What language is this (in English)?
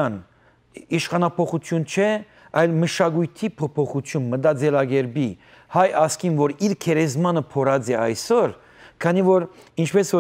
Western Armenian